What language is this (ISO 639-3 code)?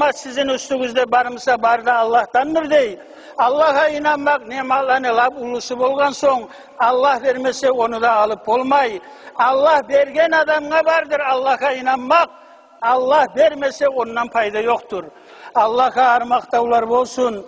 kum